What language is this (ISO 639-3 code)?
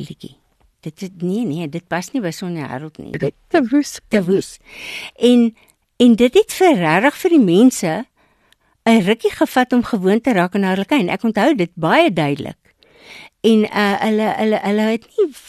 afr